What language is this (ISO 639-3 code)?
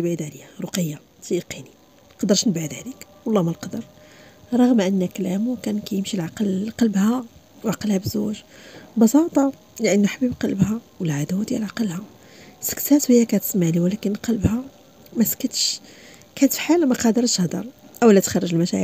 ary